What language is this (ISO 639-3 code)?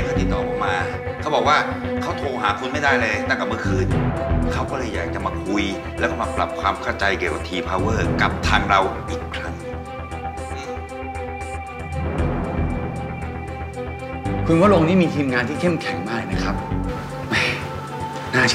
tha